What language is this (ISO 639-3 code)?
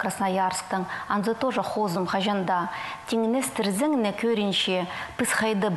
kjh